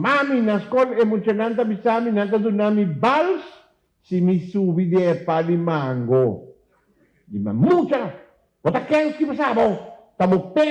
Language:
Papiamento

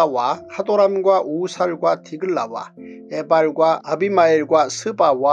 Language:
Korean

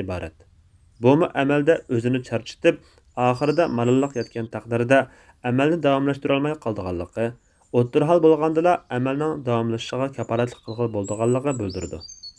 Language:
Uyghur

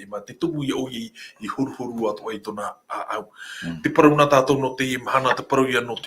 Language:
Tahitian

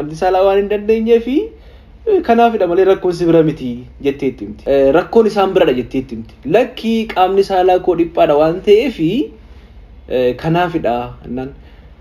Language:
Oromo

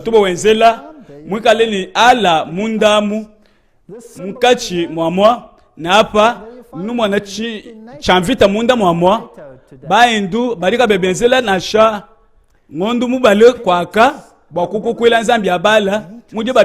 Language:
Luba-Lulua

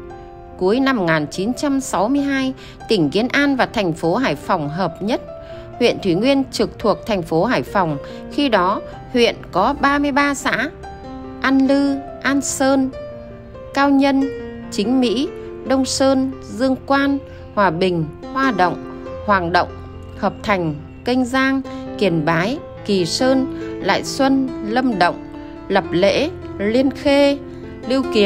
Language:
Vietnamese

